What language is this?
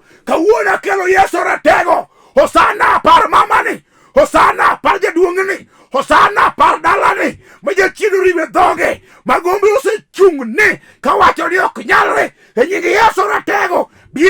Luo (Kenya and Tanzania)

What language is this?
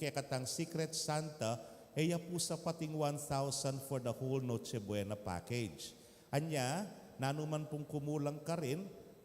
Pampanga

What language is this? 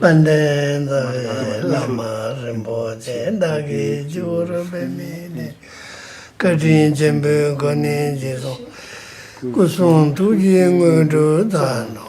Tibetan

